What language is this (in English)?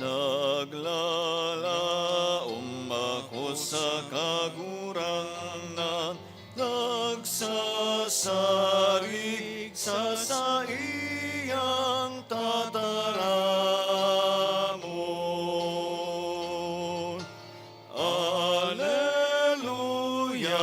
Bikol